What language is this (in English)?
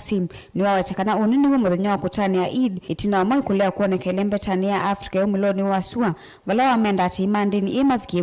Kamba